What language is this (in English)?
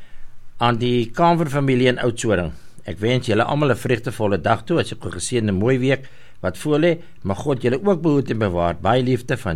Afrikaans